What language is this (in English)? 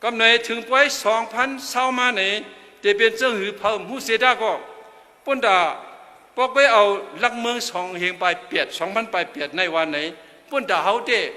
Shan